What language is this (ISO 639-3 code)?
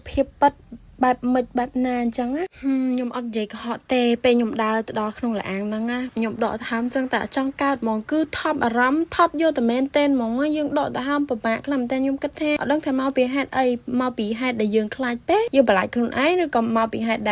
khm